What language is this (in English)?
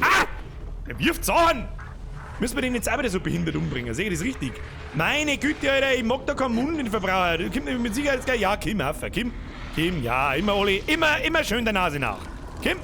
Bavarian